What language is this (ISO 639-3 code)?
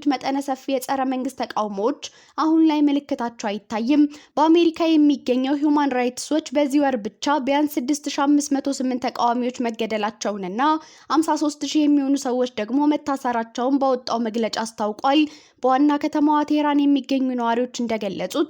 amh